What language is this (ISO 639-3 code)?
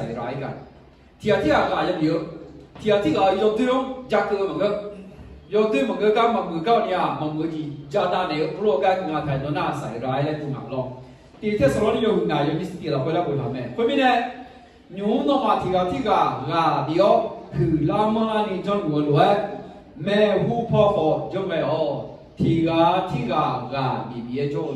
ahk